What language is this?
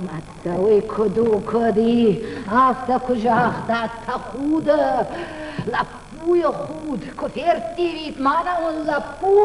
Ossetic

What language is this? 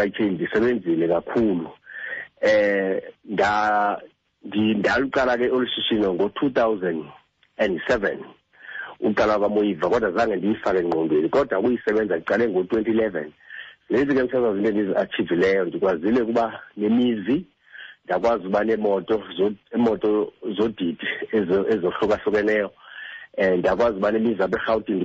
Xhosa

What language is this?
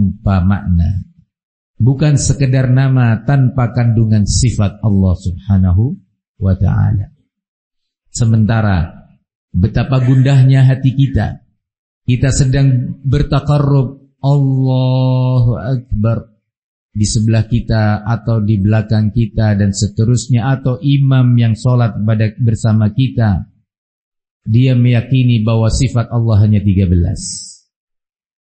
Indonesian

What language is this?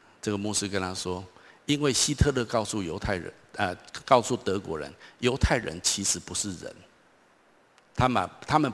Chinese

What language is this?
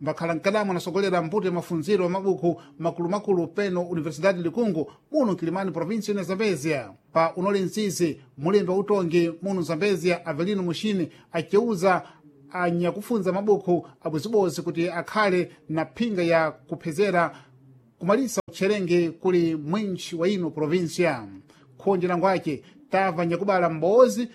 Sena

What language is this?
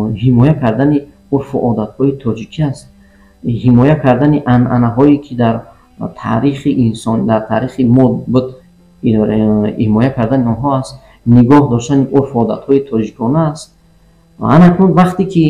Tajik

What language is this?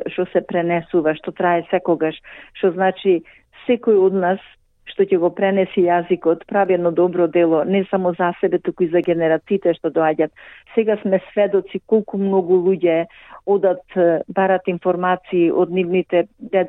Macedonian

